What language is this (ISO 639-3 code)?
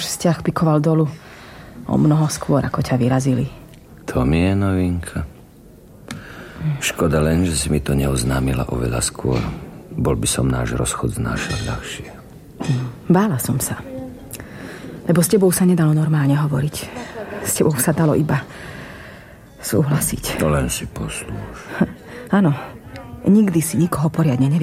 slk